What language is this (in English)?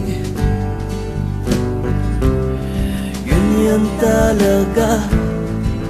Filipino